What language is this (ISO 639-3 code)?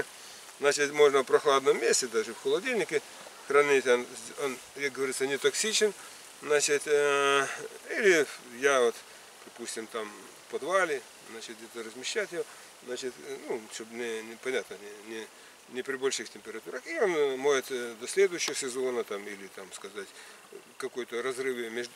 rus